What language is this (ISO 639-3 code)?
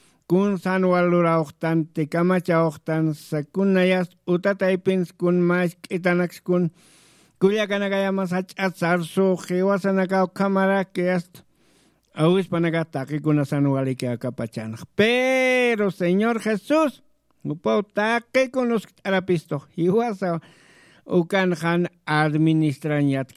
aym